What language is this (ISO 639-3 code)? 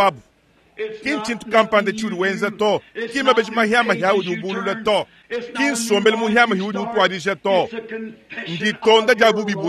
lua